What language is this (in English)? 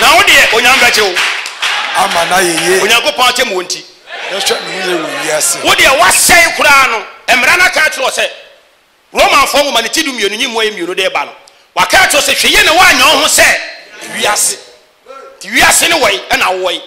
Akan